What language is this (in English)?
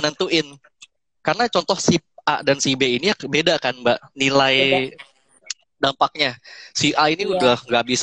Indonesian